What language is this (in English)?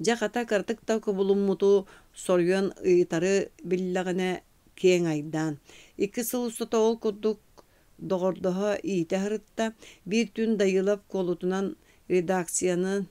Yakut